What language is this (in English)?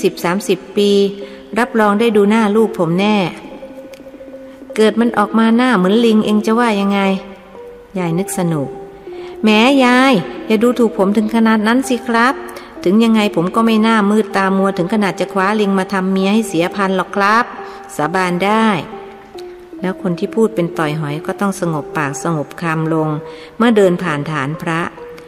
Thai